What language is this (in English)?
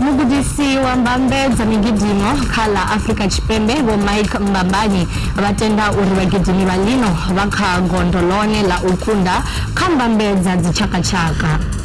Venda